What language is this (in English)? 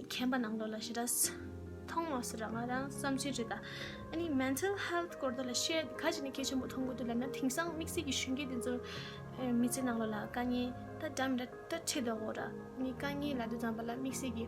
Tibetan